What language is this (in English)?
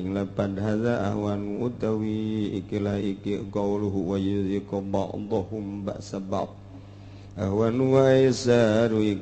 Sundanese